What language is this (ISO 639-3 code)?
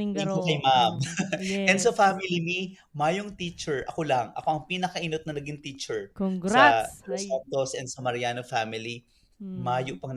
bik